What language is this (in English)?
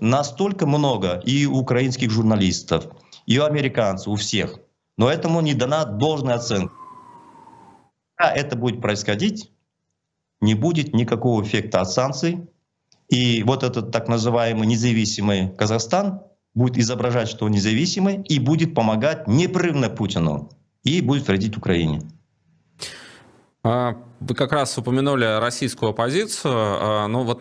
Russian